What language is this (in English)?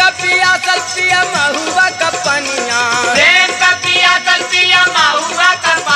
Bhojpuri